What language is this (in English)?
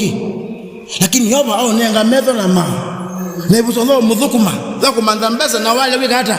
Kamba